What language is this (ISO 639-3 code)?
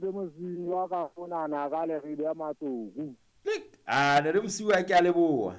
sot